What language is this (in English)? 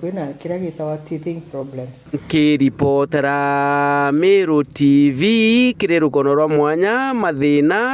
Meru